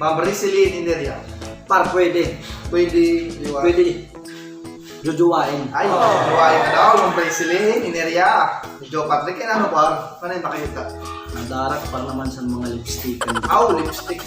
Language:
Waray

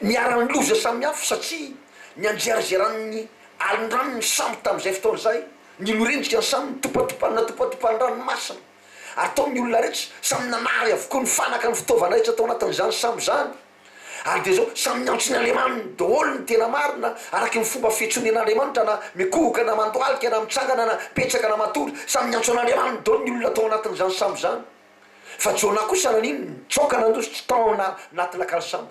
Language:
Malagasy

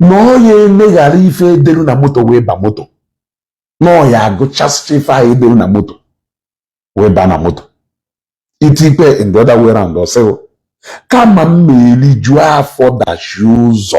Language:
Igbo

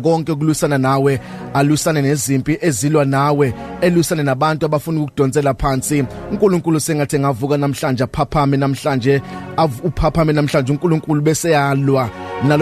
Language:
Zulu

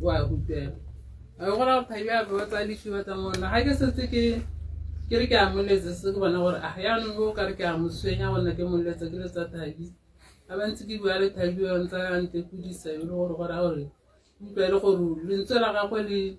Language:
Tswana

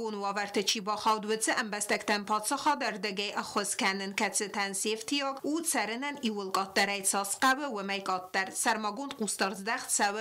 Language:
Ossetic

